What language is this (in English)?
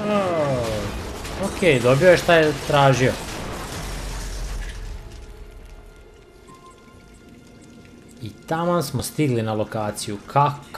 Serbian